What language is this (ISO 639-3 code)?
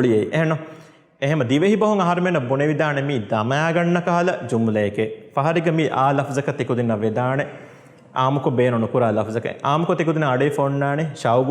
div